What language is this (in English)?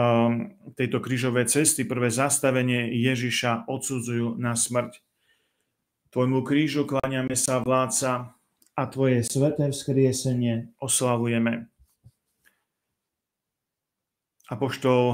Slovak